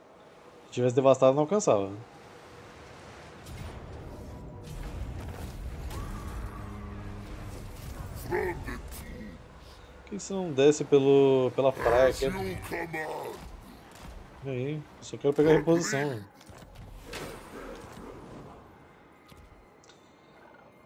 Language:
Portuguese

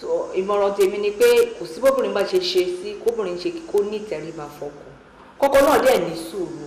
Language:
Yoruba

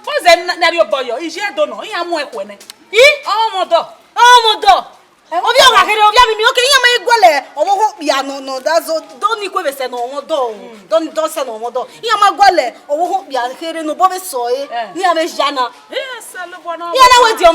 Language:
Bini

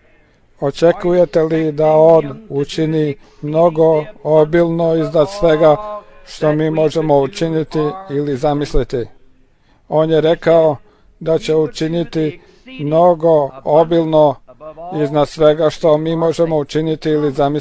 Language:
Croatian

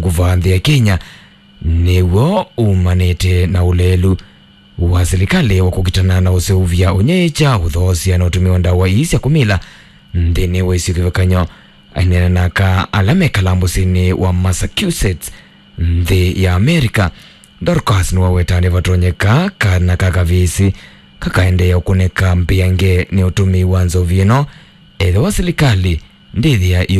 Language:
Kamba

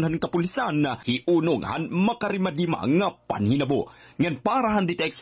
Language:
Waray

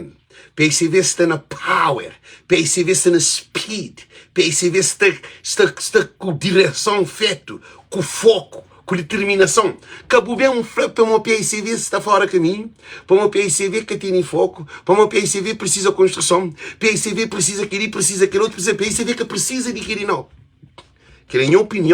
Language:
Kabuverdianu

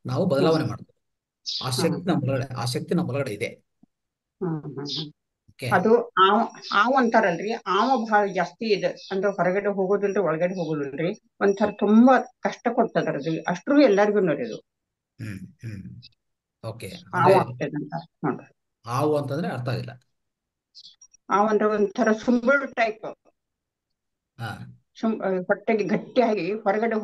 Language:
Kannada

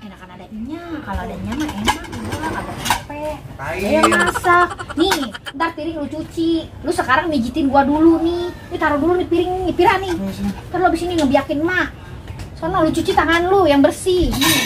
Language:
Betawi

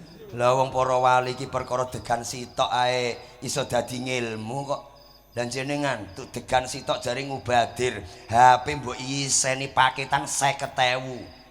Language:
Javanese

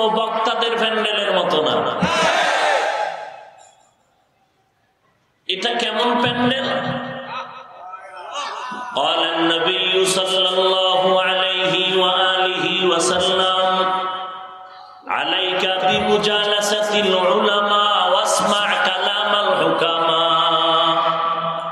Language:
Bangla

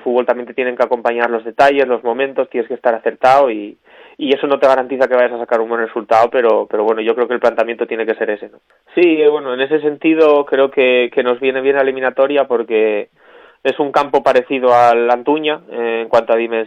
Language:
Spanish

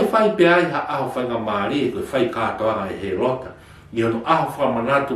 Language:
Tongan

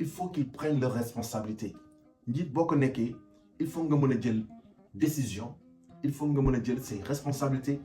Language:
Wolof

